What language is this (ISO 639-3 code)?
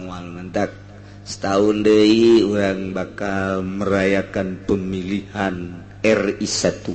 sun